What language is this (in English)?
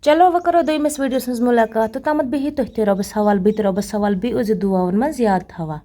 Kashmiri